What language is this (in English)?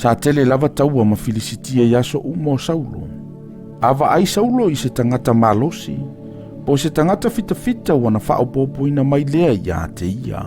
Samoan